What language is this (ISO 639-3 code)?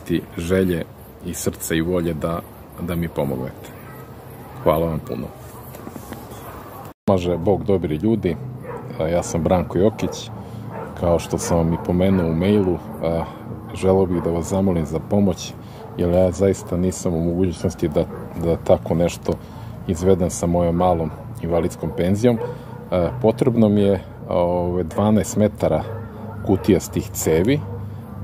srp